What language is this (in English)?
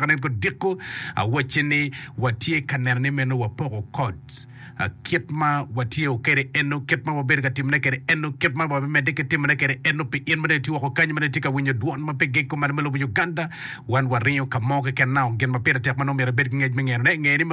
Acoli